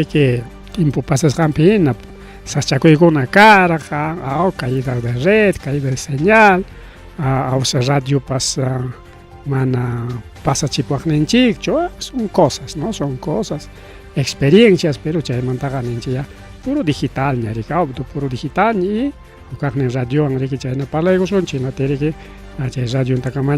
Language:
Ayacucho Quechua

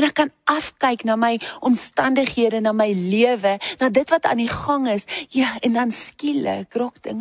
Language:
Afrikaans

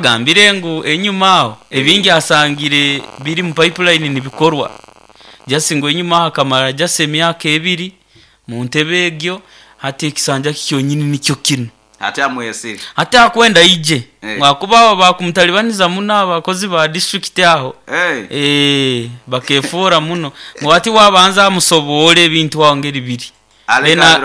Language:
Nyoro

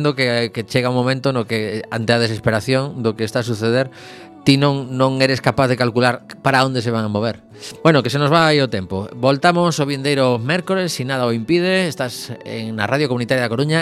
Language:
Galician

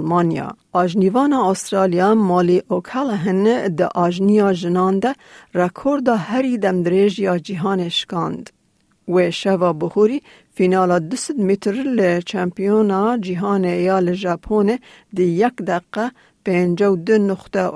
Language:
Kurdish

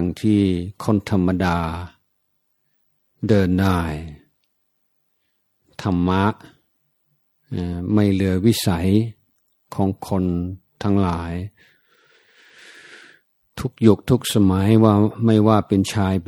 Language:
Thai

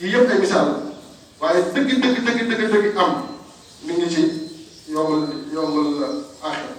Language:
Wolof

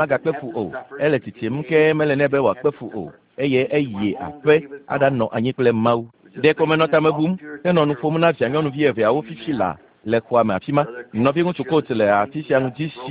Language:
Ewe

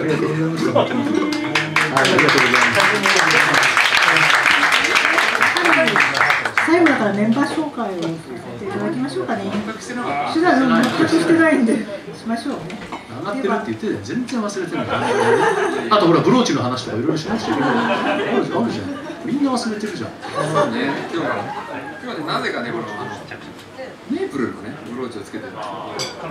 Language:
Japanese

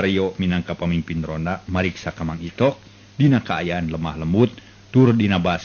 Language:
Sundanese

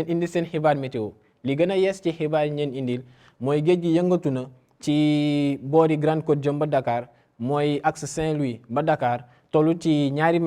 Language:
Wolof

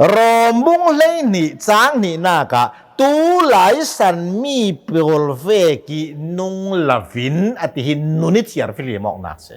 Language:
Hakha Chin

